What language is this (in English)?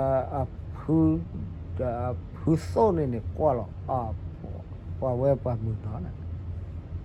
S'gaw Karen